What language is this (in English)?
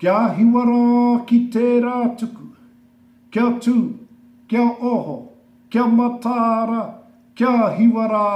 Māori